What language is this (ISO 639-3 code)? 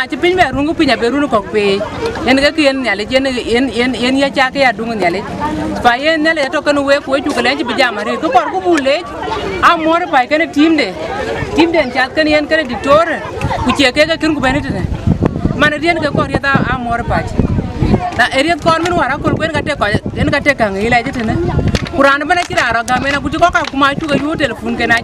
din